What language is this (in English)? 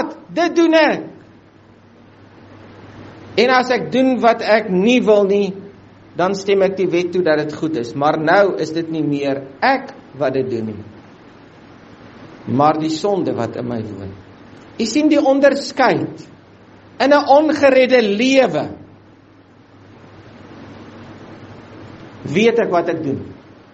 Afrikaans